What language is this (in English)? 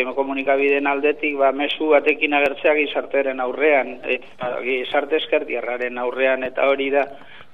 Basque